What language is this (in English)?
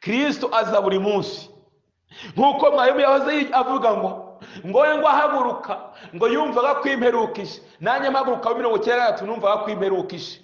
Kinyarwanda